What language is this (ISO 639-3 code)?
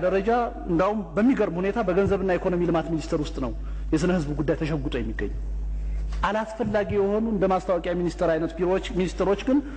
amh